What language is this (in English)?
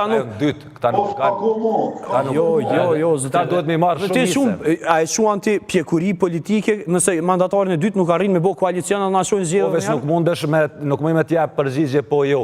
Albanian